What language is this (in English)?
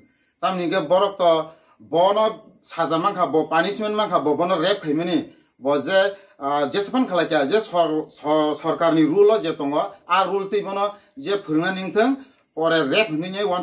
Kok Borok